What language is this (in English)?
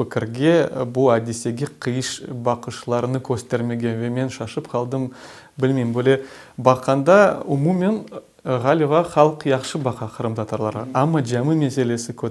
Crimean Tatar